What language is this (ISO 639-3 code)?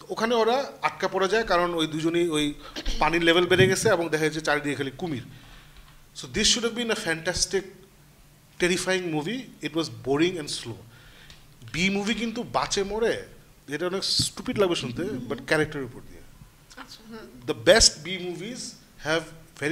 ben